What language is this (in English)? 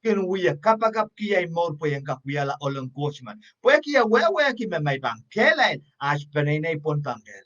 Pohnpeian